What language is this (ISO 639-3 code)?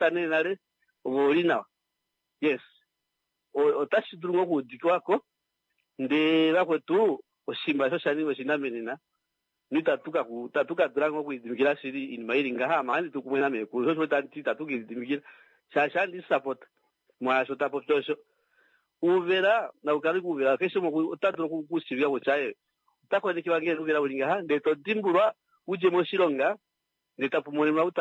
kua